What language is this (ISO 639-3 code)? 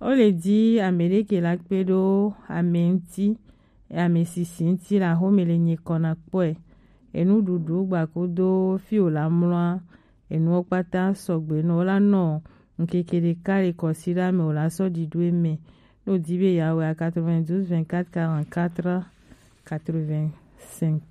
gej